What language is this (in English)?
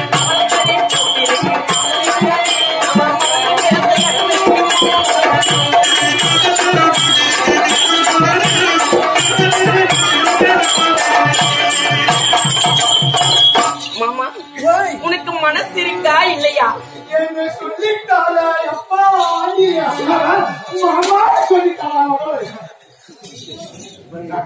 Tamil